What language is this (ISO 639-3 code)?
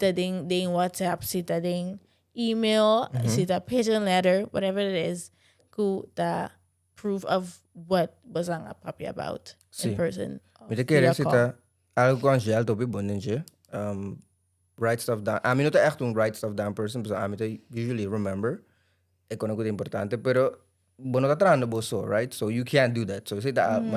pap